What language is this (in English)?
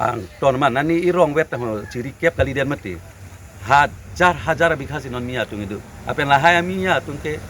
Karbi